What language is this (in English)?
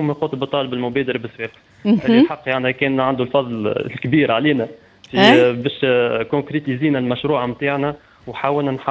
Tunisian Arabic